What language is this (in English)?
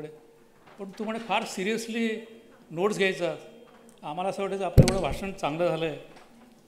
Marathi